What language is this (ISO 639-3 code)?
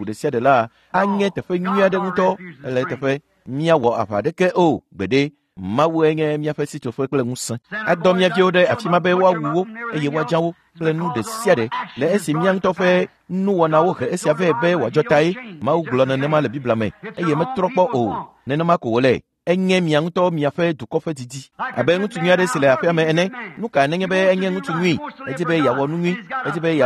ewe